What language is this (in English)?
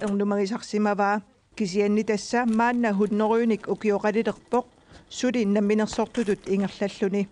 Kalaallisut